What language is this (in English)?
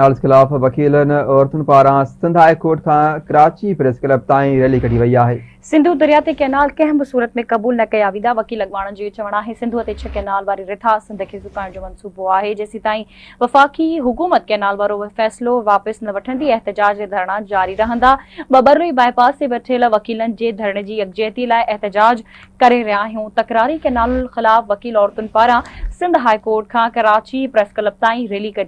Sindhi